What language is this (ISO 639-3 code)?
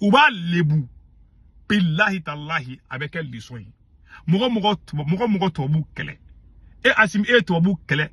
bam